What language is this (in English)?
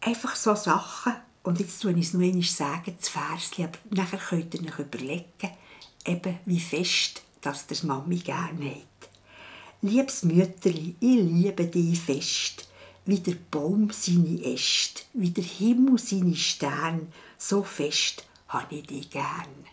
Swiss German